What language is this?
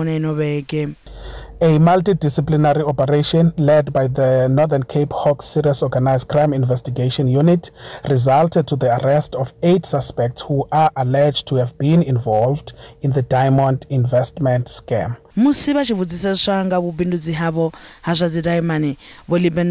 Venda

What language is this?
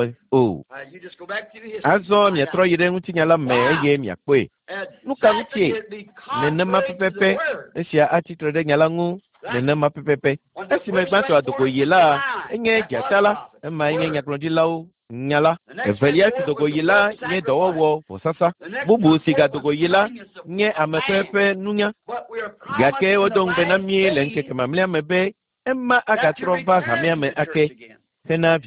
Ewe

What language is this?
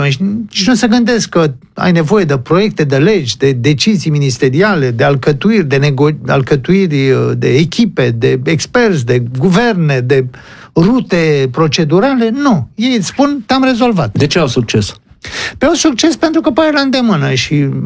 Romanian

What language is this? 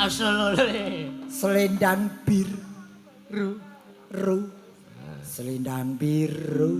Javanese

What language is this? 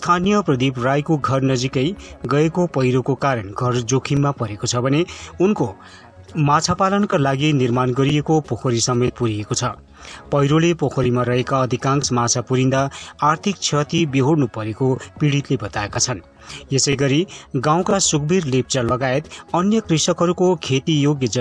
Nepali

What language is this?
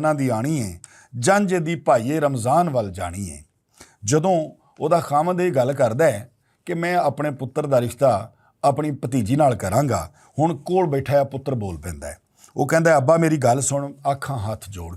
Western Panjabi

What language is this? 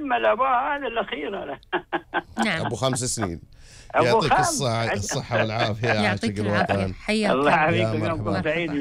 Gulf Arabic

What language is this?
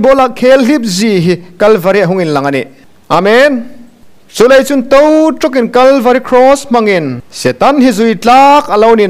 Hmar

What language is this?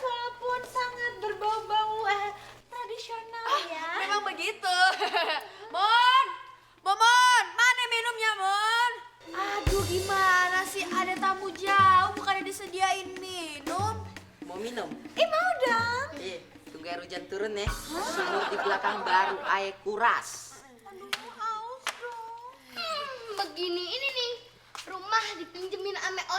Betawi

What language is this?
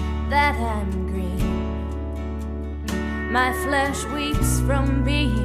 English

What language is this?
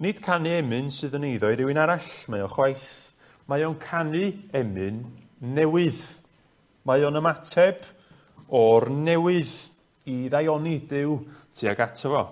Welsh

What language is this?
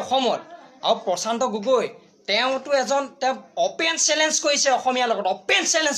Assamese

